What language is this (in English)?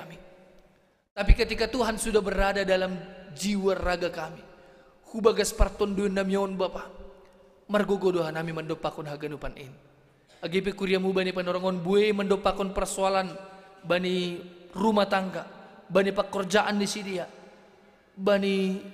Batak Simalungun